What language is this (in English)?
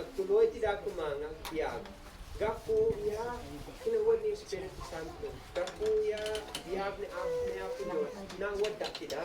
Isnag